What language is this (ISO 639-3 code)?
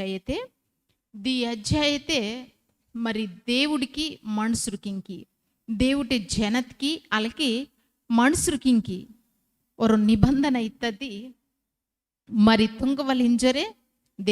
kff